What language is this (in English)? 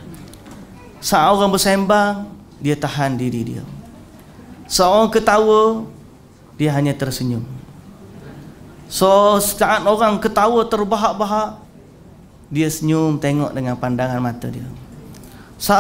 Malay